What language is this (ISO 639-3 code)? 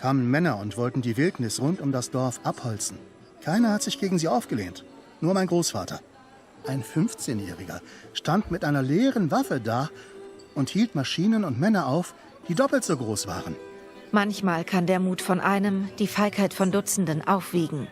gsw